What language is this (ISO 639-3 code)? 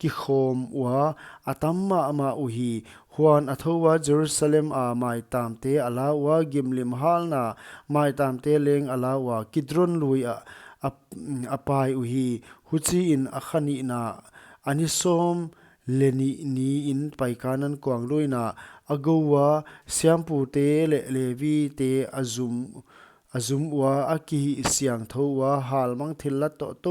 pck